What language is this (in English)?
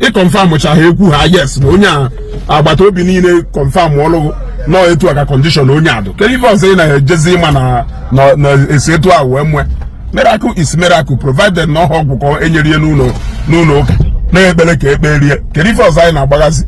Igbo